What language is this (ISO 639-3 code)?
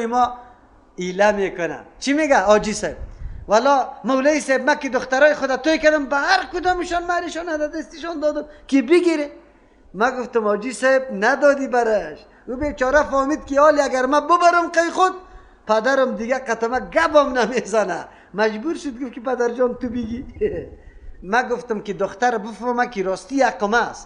fas